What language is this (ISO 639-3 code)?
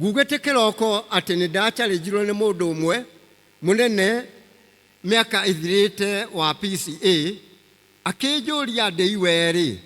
kik